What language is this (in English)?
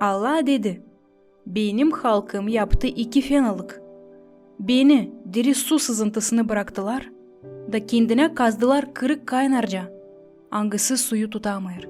Gagauz